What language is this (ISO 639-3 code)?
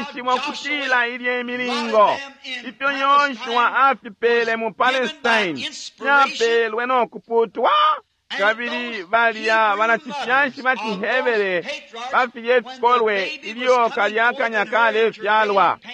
bem